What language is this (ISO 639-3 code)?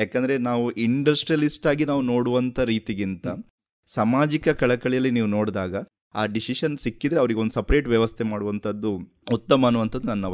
kan